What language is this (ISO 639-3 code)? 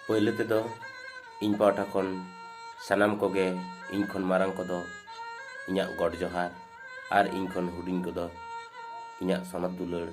sat